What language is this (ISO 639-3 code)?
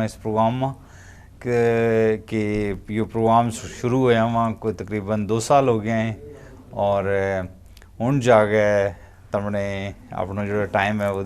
gju